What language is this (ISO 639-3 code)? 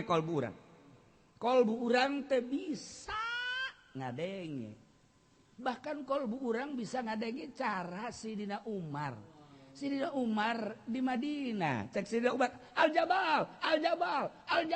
sun